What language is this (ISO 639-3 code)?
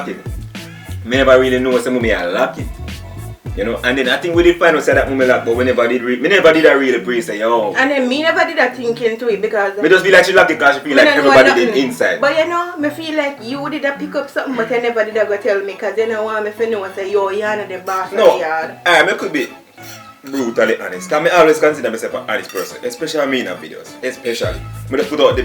jam